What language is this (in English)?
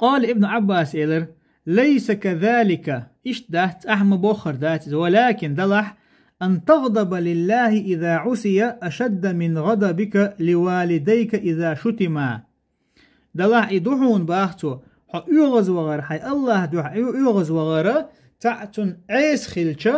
Chechen